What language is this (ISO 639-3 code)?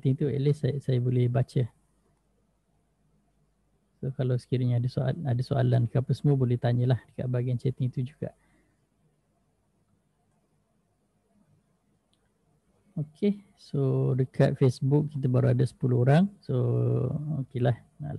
msa